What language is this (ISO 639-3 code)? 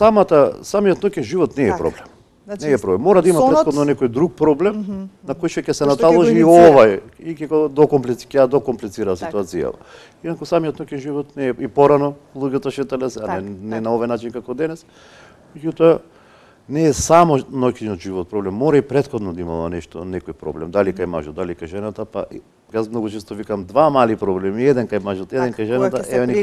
mkd